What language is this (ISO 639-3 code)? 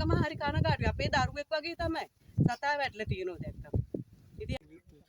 sin